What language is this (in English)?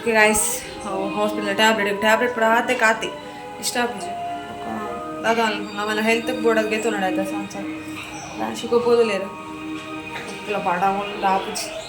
Tulu